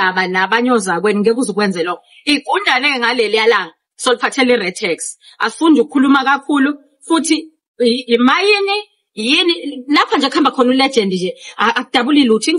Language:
Zulu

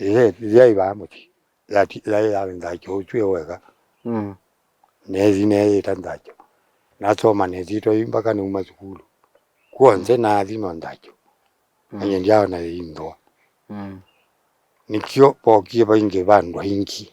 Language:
Kamba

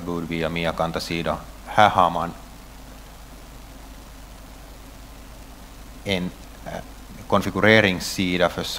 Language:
Swedish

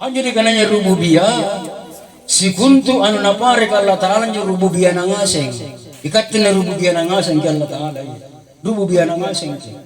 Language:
Makasar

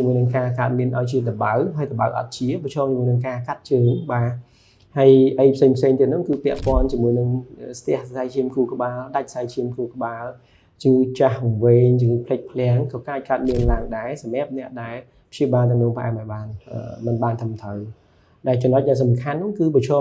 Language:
Khmer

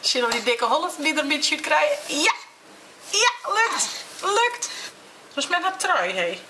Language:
Western Frisian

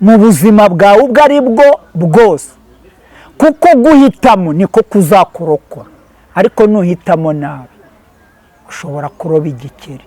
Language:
Kinyarwanda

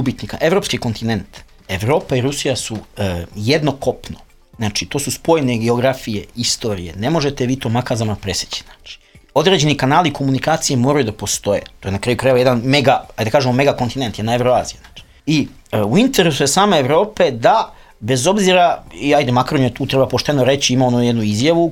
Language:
Serbian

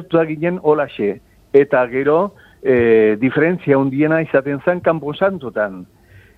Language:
Basque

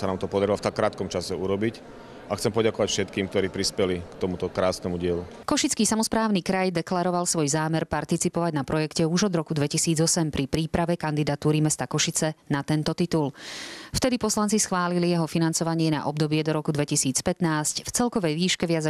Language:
Slovak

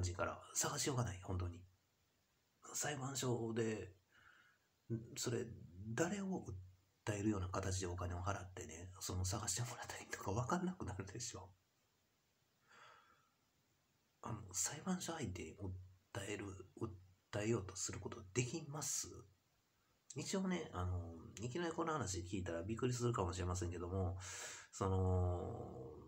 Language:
Japanese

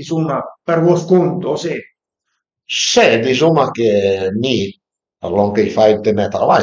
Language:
Piedmontese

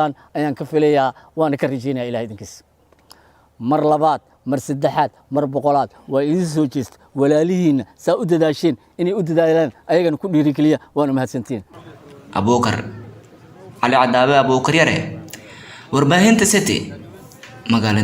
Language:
Somali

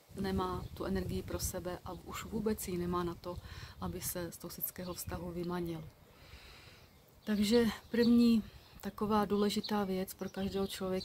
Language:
Czech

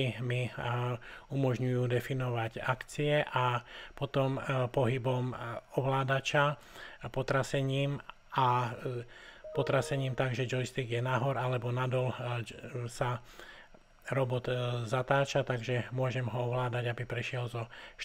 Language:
Slovak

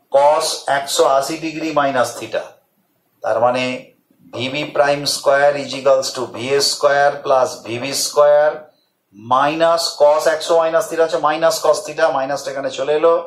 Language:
Bangla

